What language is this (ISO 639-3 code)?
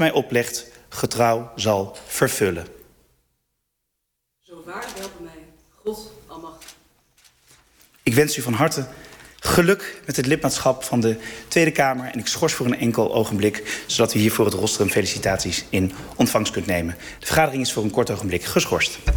nld